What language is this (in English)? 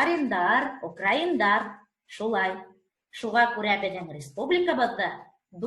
Bashkir